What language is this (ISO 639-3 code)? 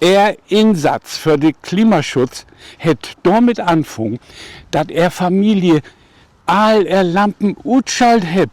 nds